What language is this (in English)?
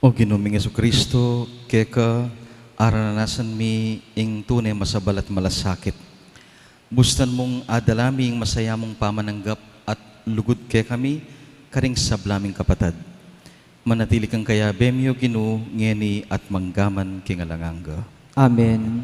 Pampanga